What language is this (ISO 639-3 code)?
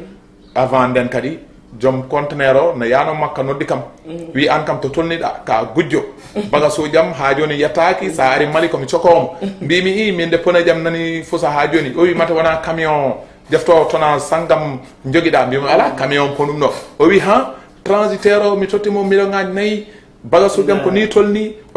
ful